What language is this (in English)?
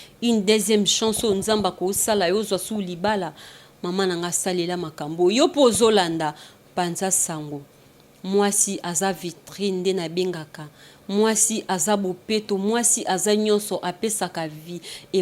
Lingala